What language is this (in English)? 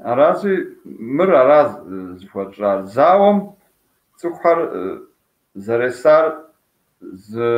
Kabardian